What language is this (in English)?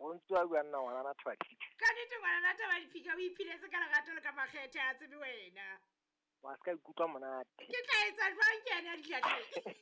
Southern Sotho